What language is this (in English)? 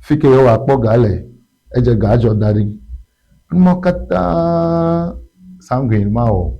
Ewe